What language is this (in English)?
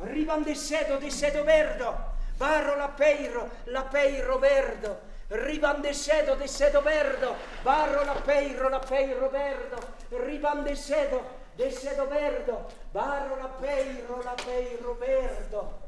Occitan